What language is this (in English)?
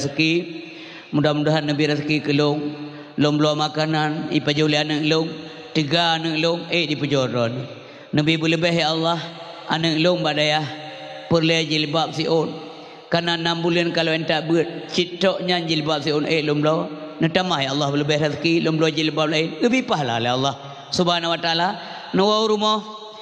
Achinese